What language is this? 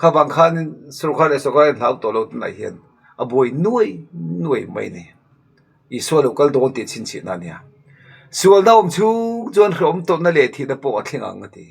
Mizo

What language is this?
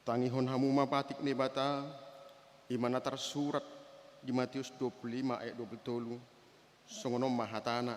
Batak Toba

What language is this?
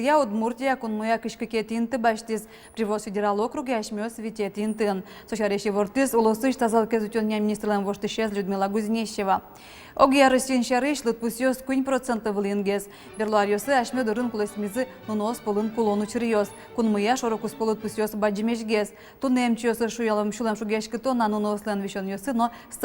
Udmurt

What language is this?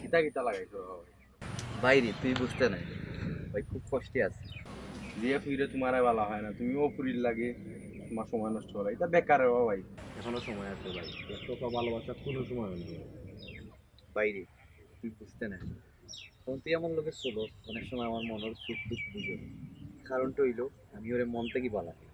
Sylheti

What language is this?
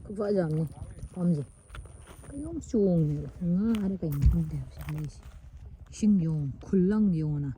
Manipuri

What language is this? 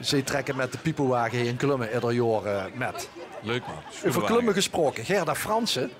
Limburgish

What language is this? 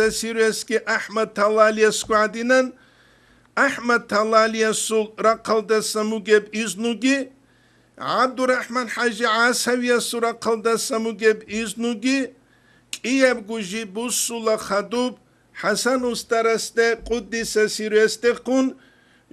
Avaric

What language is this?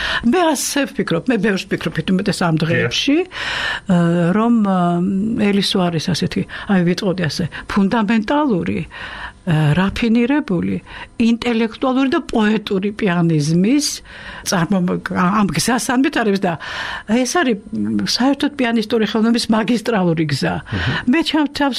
Georgian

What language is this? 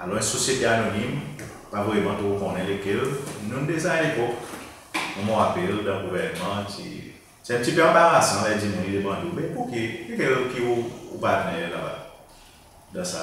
Seselwa Creole French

